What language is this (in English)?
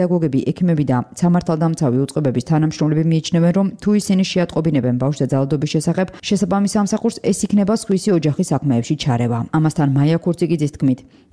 Georgian